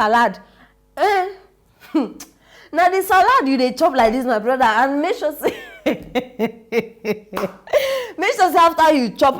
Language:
Nigerian Pidgin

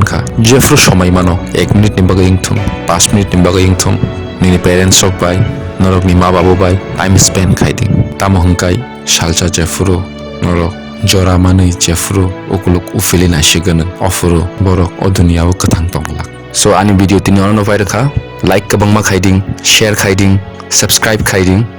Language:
Kok Borok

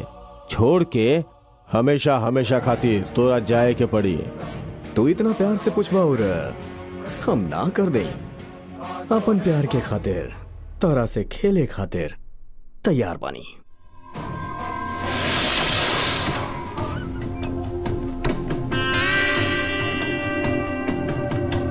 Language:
Bhojpuri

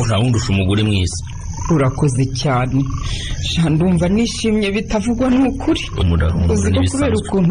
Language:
Kinyarwanda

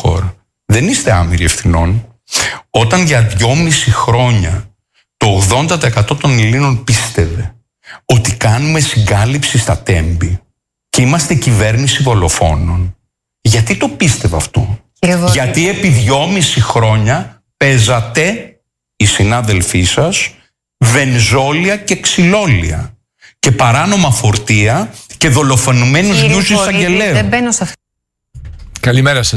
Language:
Greek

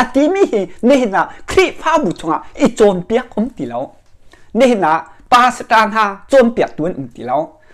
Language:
Hakha Chin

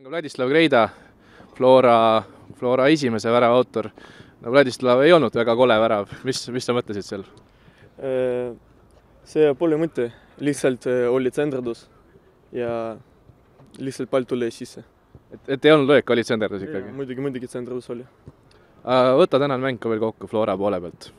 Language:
Estonian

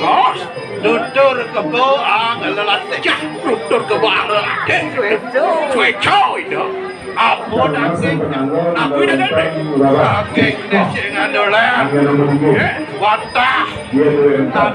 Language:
Balinese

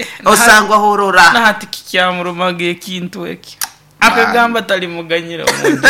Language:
Nyoro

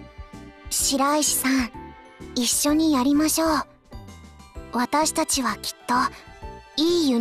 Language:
Japanese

